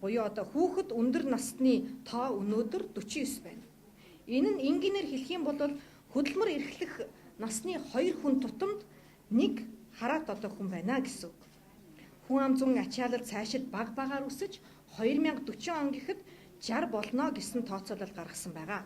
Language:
Mongolian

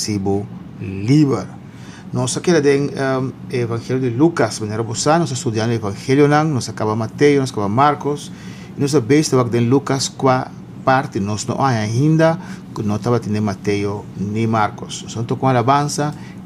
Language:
Papiamento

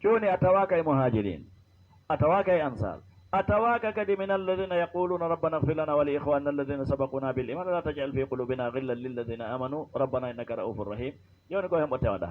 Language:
Fula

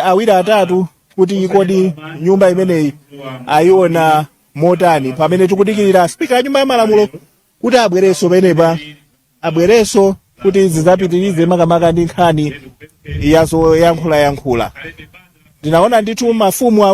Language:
Nyanja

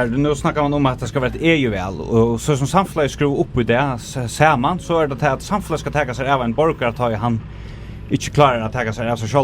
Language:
Faroese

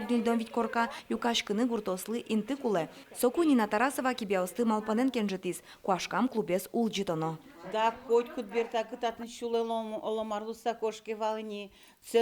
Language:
Udmurt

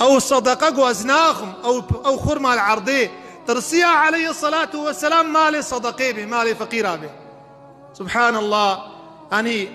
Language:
Kurdish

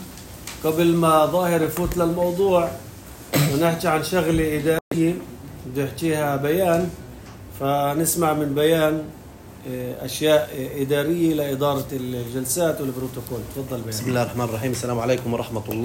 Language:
North Levantine Arabic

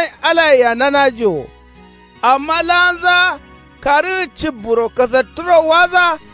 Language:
Kanuri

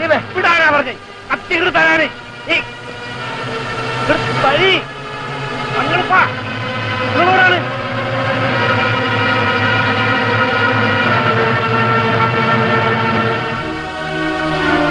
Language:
Malayalam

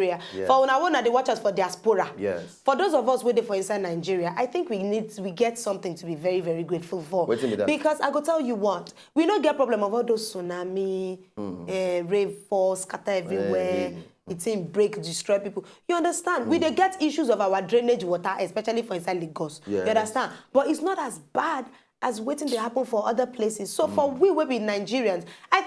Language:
Nigerian Pidgin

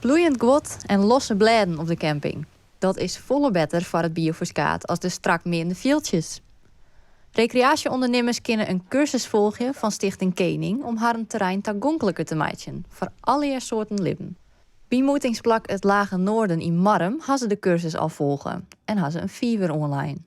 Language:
Western Frisian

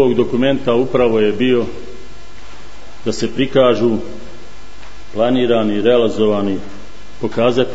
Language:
Bosnian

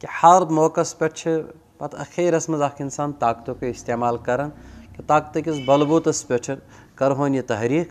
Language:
Kashmiri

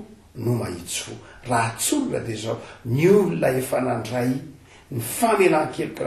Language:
Malagasy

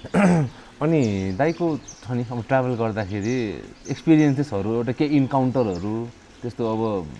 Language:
Nepali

